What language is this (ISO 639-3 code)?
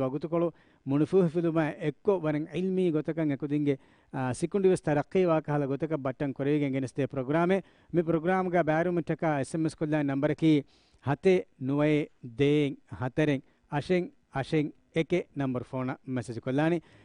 div